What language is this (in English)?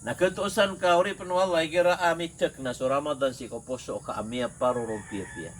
Maranao